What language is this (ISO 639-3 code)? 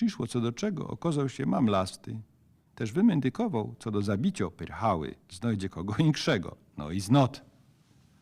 szl